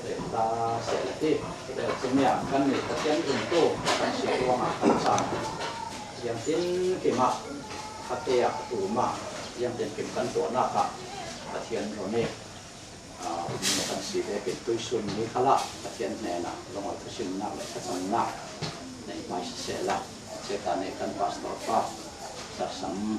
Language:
Falam Chin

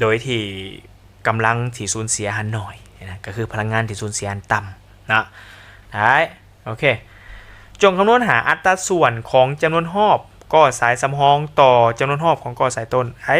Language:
Lao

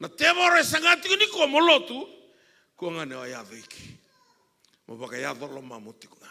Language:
Fijian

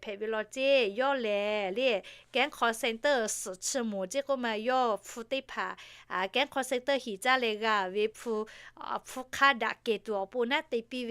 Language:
Lahu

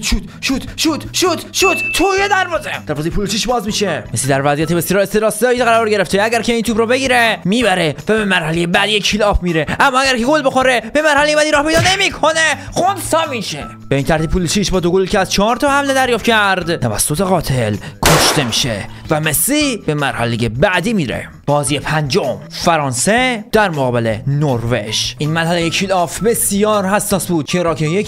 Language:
Persian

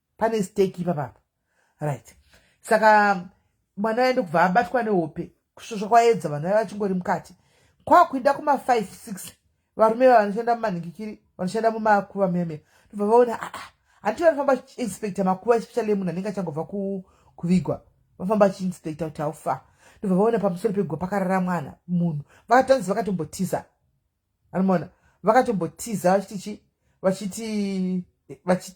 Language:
Shona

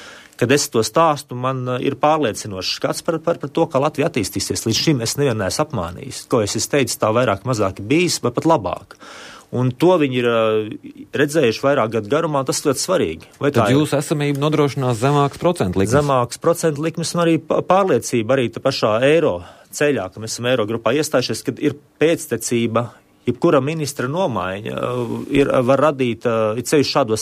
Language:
Latvian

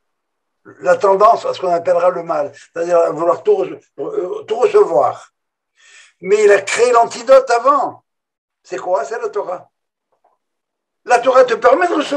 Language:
French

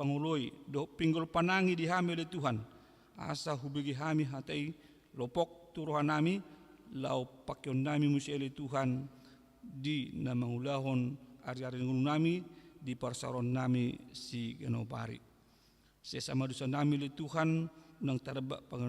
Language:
Batak Toba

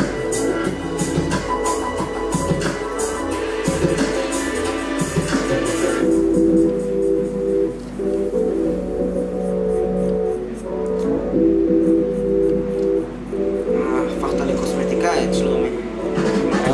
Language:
Hebrew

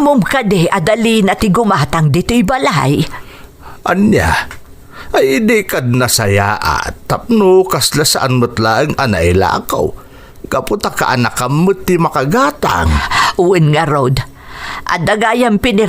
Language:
Iloko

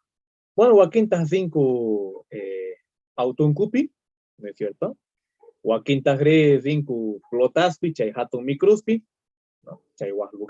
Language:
South Bolivian Quechua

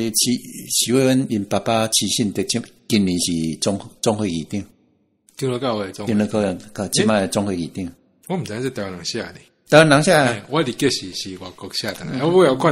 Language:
Min Nan Chinese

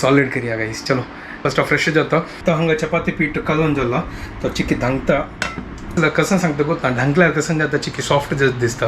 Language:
Konkani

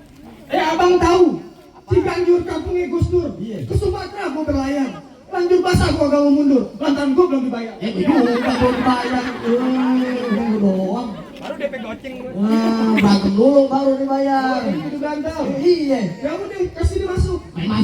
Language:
Betawi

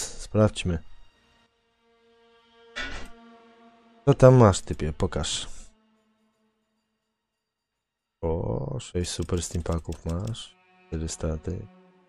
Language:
Polish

